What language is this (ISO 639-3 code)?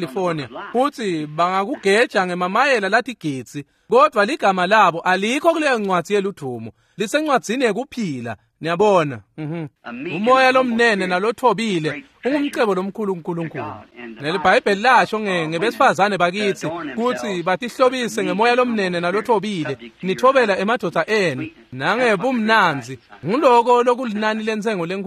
ssw